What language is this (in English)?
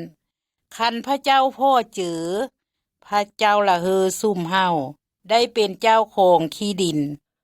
Lao